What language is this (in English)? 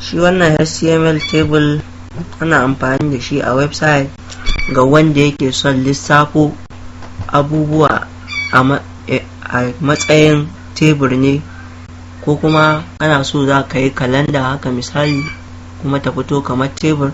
Hausa